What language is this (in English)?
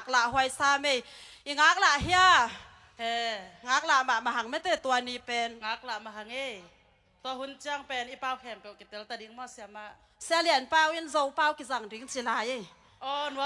Tedim Chin